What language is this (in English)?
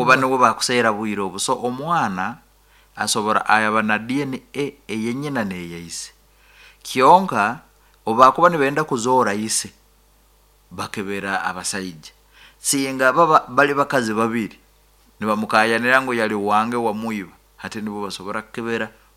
Nyankole